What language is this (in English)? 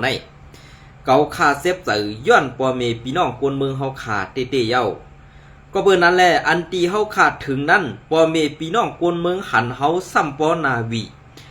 Shan